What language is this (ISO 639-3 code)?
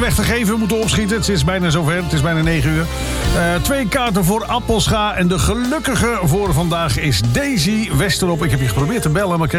nld